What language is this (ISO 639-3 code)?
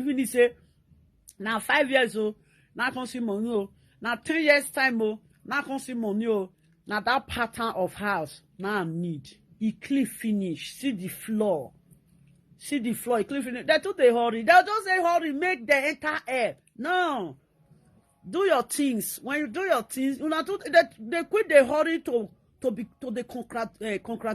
pcm